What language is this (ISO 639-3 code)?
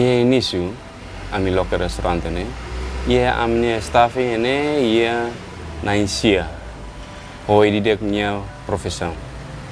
tet